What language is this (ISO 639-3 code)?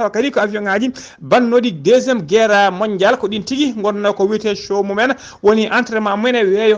ful